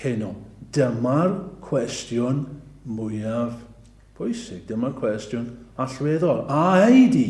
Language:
Welsh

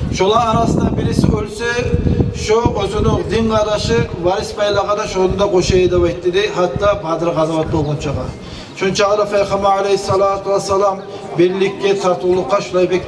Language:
Kumyk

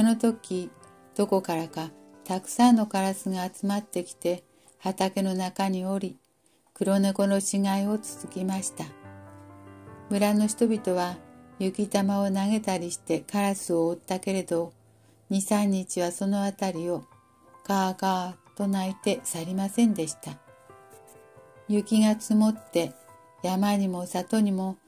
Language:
Japanese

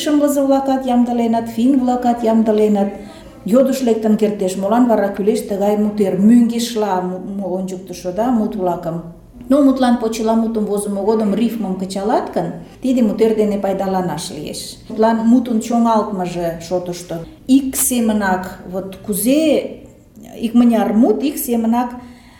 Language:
Mari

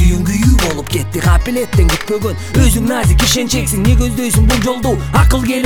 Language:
Kyrgyz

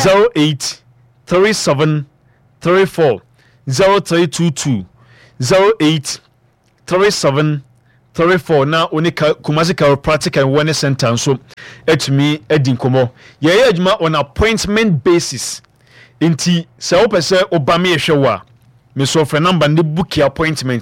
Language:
Akan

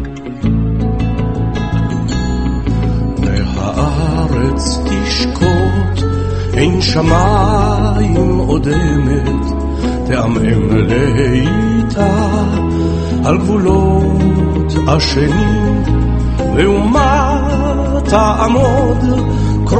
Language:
Hebrew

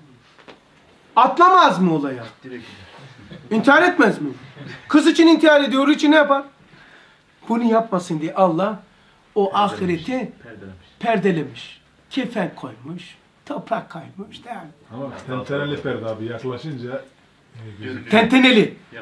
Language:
Turkish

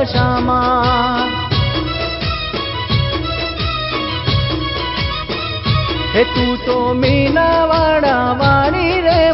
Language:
Gujarati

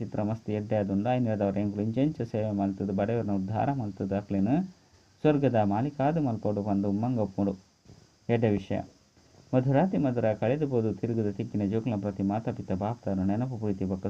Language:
Tulu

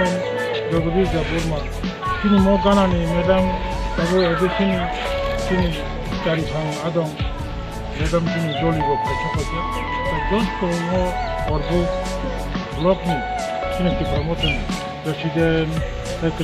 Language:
Kok Borok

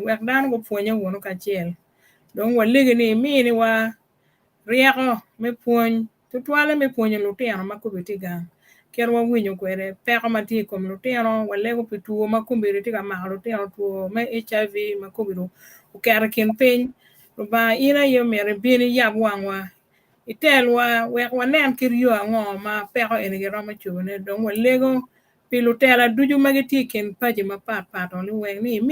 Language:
Acoli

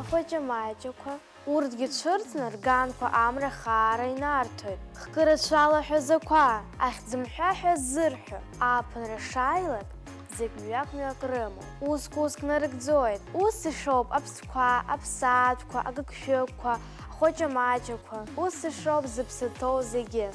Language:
Abkhazian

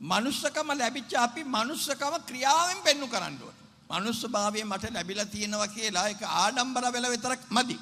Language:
Sinhala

